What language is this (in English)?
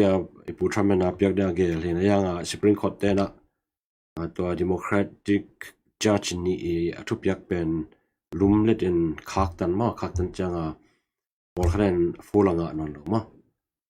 Tedim Chin